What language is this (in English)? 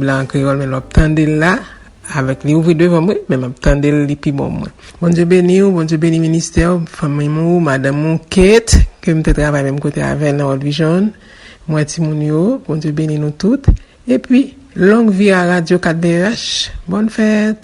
Haitian Creole